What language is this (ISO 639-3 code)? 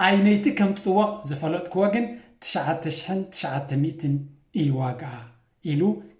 tir